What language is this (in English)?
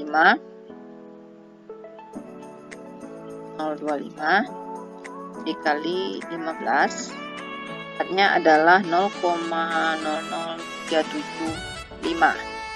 Indonesian